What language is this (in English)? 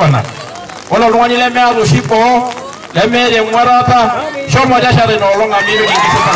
Masai